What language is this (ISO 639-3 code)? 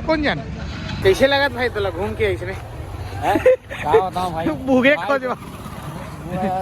hne